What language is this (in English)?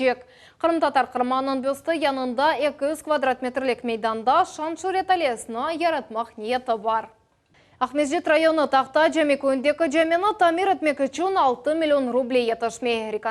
Crimean Tatar